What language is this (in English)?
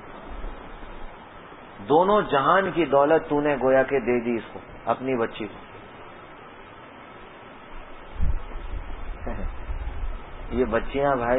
Urdu